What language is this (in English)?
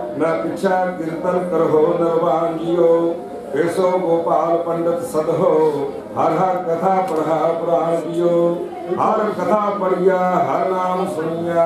Punjabi